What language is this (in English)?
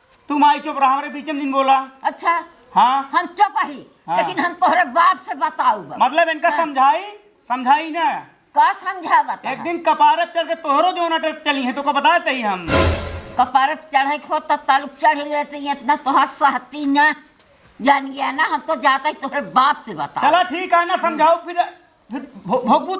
Awadhi